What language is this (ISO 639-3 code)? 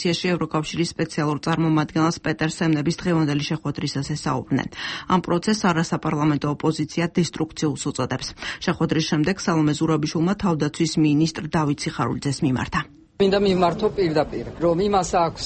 kat